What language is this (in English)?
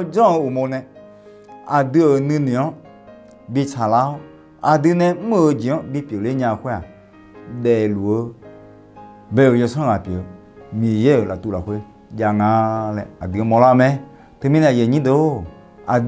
Akha